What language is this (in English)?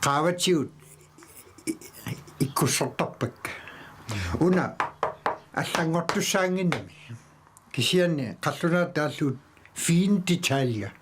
Kalaallisut